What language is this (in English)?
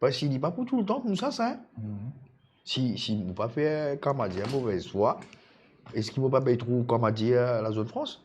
Morisyen